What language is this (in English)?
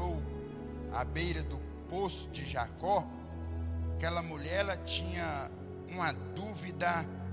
Portuguese